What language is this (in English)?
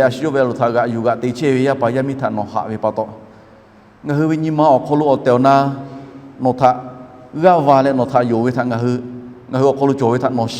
Lahu